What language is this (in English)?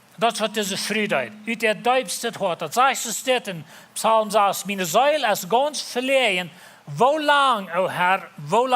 Plautdietsch